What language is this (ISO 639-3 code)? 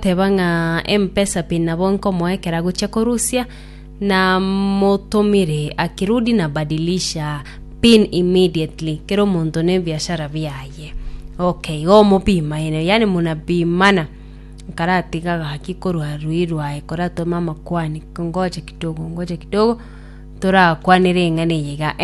guz